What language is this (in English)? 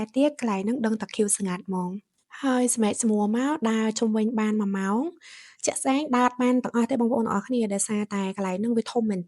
Khmer